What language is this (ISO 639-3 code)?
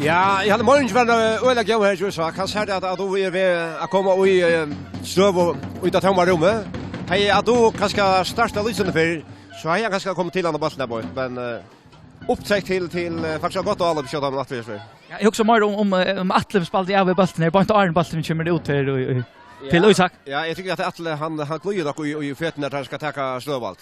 fao